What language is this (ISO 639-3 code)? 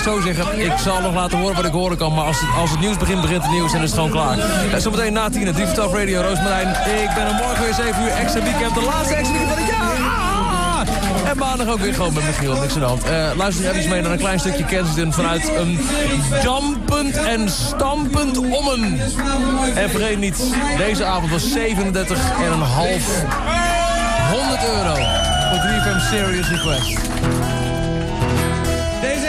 nld